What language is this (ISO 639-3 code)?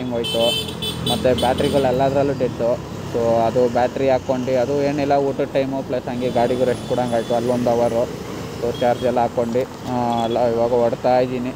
kan